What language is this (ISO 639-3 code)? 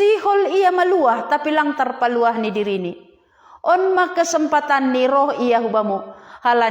bts